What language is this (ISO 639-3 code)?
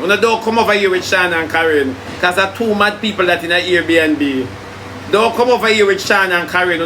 jam